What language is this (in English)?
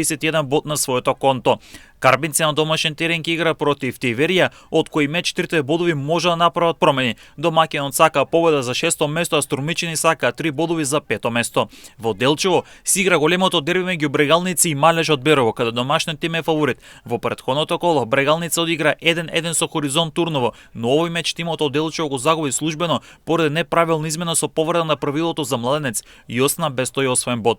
Macedonian